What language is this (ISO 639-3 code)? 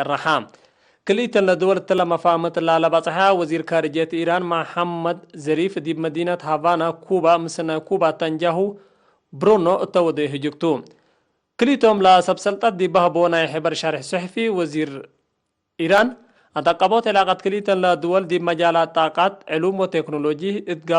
tig